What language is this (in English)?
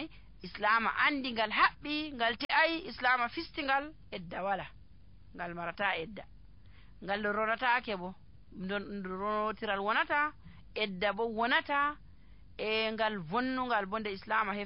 Nigerian Fulfulde